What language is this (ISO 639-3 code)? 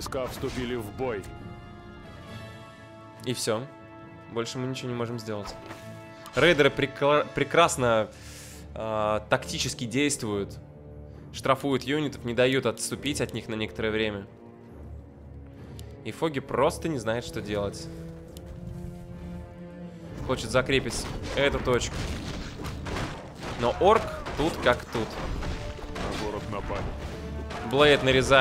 rus